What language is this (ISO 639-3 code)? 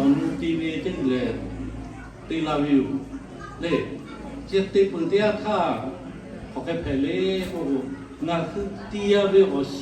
lhu